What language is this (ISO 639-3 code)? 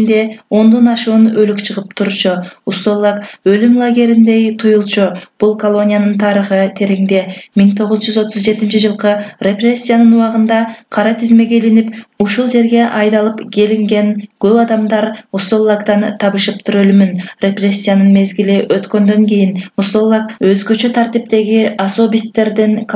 kir